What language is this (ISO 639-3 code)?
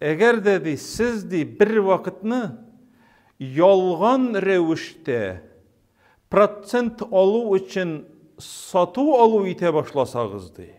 tat